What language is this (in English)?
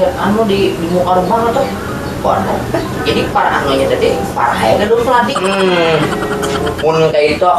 Banjar